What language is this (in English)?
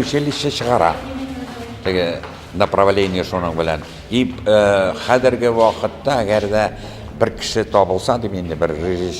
Tatar